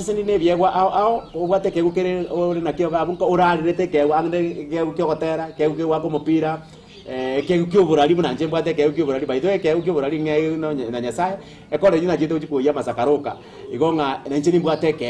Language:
Gusii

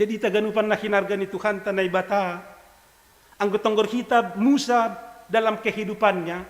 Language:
Batak Simalungun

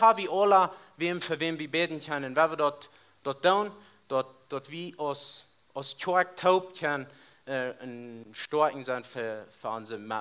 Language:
Plautdietsch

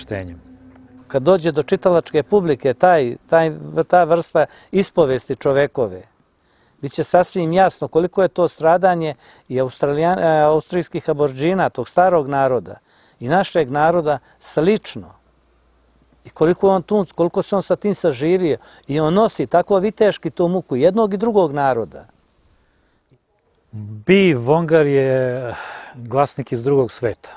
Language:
Serbian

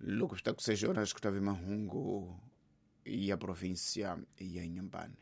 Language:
Tsonga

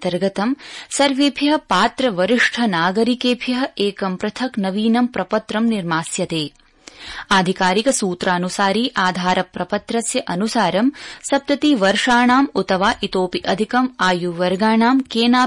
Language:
Sanskrit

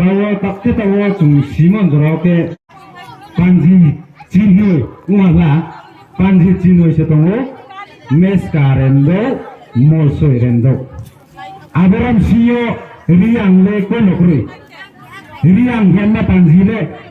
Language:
Riang (India)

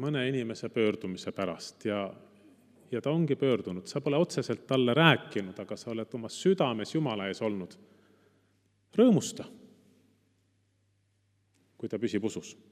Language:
Estonian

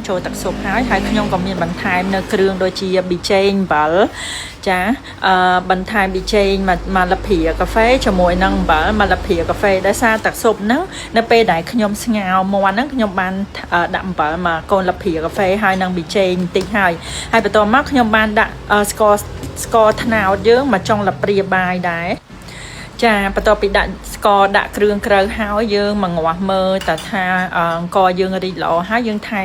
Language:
Khmer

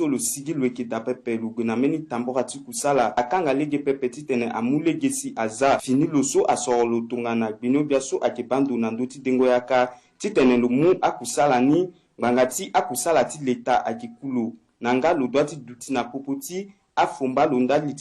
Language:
Sango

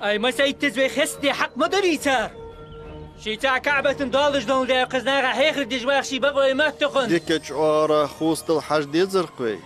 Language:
Ingush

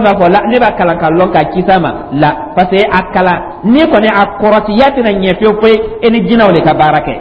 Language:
Dyula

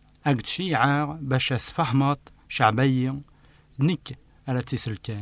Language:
Kabyle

